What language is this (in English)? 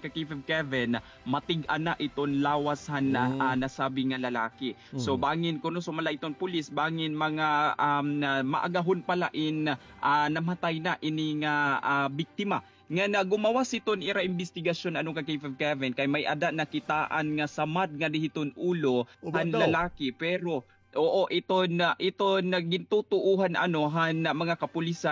Waray